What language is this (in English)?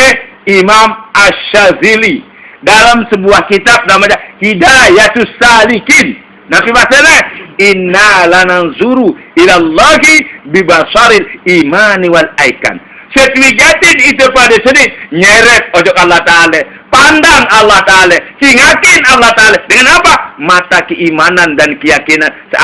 Sasak